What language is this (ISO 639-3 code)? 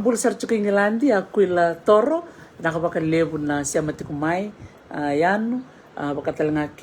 fij